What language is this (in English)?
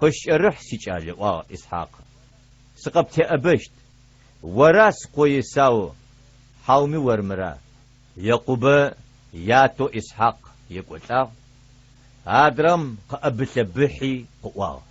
Adyghe